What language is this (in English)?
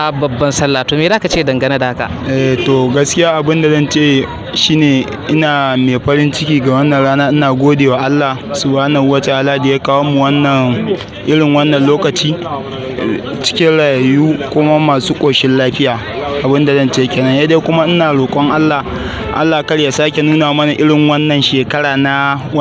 Hausa